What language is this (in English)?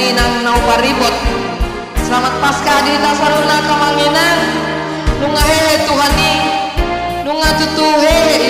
Batak Toba